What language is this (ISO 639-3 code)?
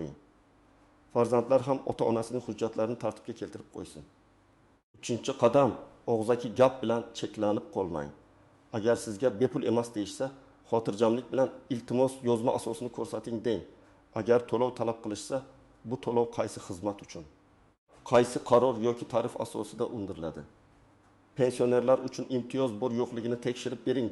uzb